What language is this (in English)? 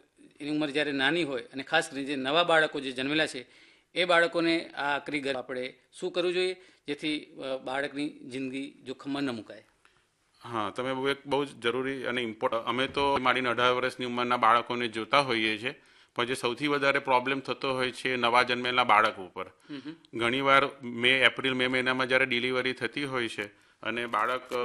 Gujarati